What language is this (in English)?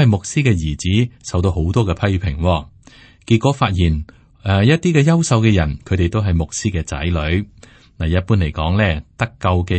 Cantonese